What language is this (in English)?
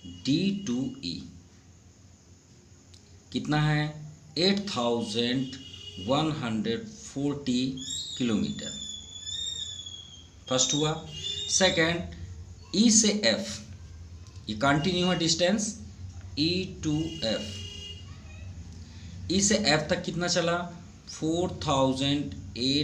Hindi